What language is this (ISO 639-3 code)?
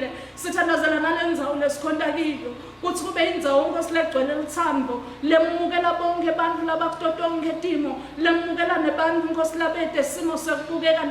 ssw